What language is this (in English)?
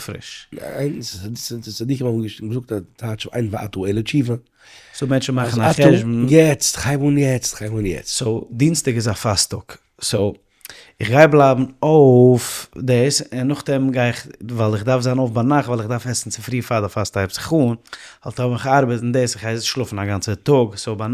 Yiddish